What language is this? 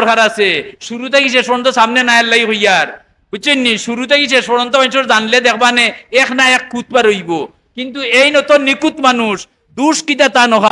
Sylheti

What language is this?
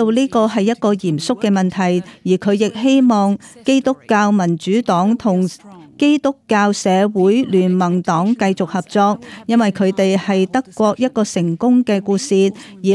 Cantonese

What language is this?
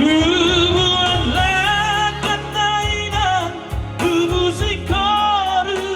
Batak Toba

